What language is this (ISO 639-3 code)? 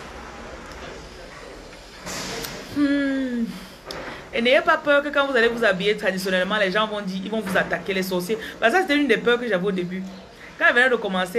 fra